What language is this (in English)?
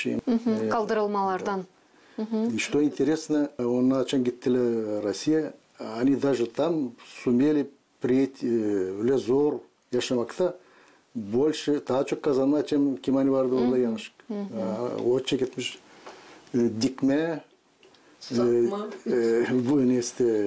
Gagauz